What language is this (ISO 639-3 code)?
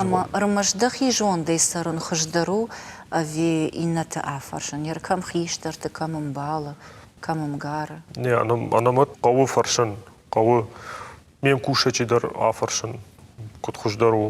oss